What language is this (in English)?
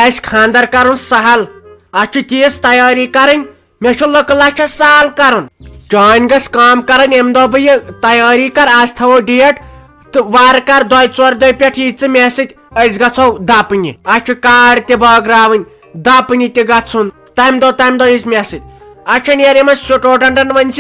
Kashmiri